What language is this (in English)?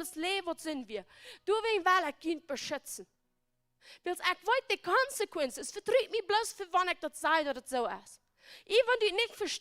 Plautdietsch